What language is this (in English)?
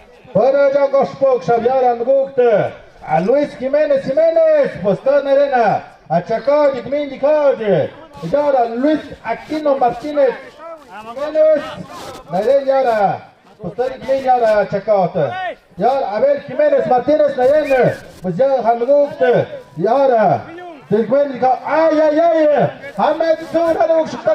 Tlahuitoltepec Mixe